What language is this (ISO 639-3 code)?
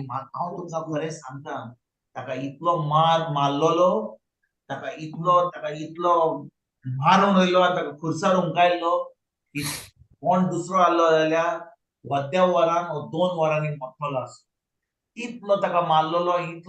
kok